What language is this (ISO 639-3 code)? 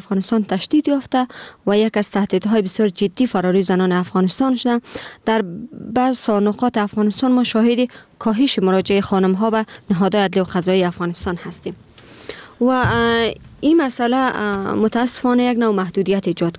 fas